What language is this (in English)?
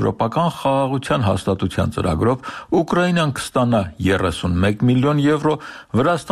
Armenian